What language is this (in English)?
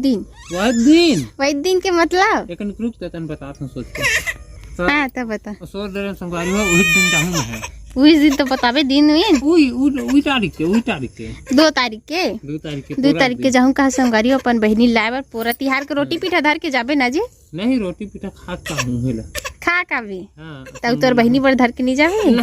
Chhattisgarhi